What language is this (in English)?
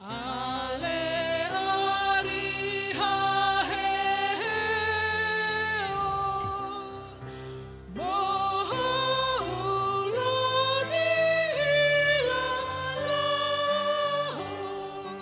Batak Toba